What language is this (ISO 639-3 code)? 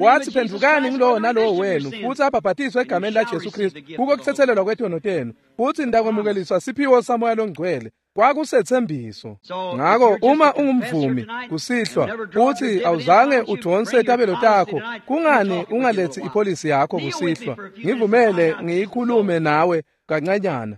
ssw